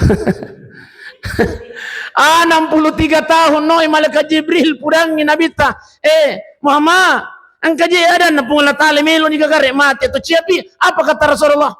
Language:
Buginese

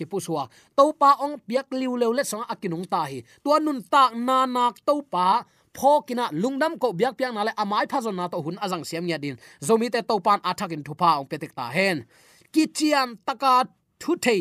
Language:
Tedim Chin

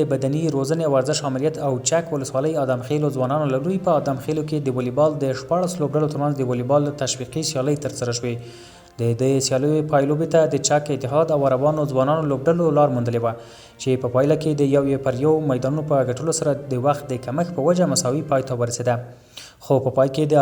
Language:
Pashto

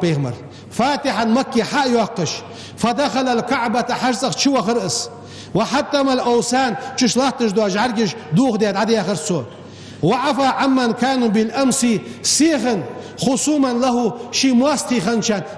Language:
Ingush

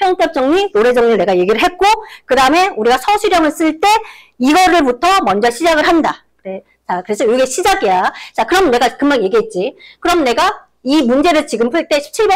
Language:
Korean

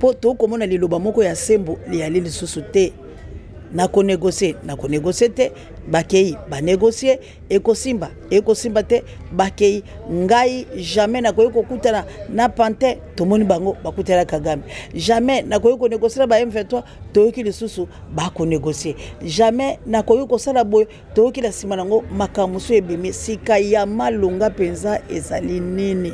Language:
Lingala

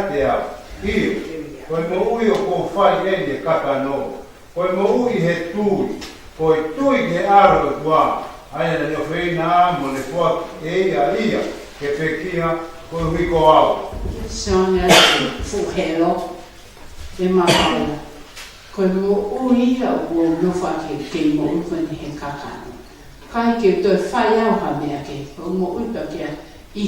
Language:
Tongan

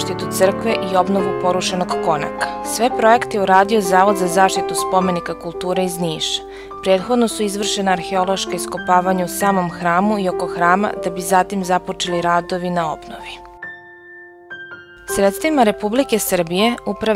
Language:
Serbian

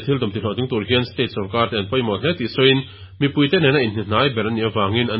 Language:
Mizo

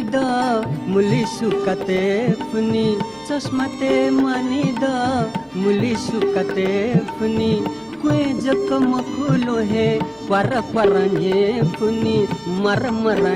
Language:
Newari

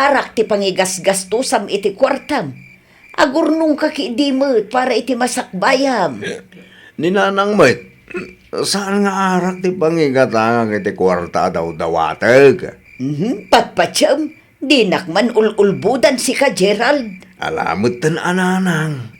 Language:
Iloko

